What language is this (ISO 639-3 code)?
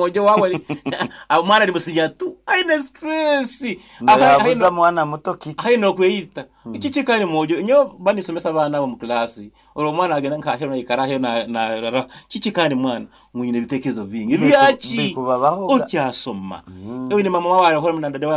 nyn